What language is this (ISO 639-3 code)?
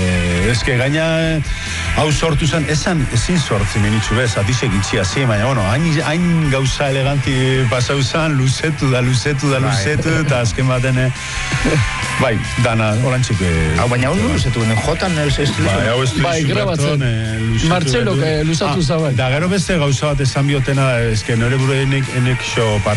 eus